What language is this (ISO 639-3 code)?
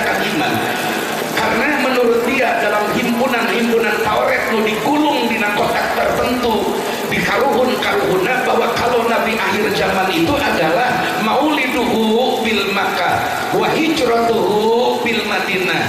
sun